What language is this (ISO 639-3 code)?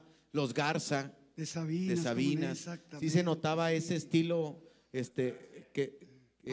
spa